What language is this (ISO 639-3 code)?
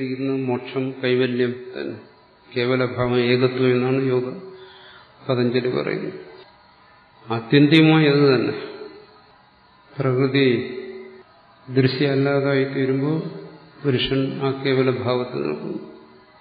mal